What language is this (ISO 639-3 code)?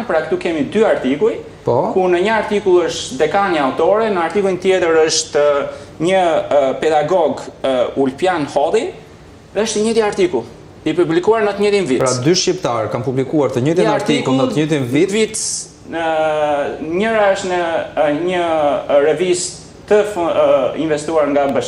sqi